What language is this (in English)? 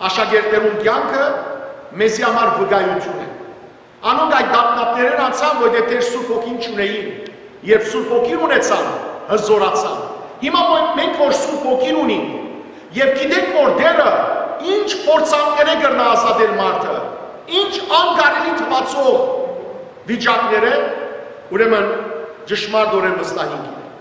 Western Armenian